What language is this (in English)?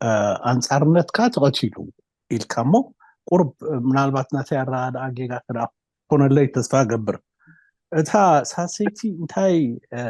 Tigrinya